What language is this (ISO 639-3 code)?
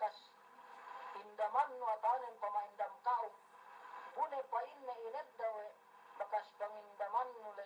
yka